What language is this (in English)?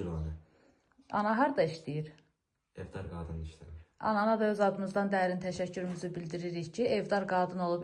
Azerbaijani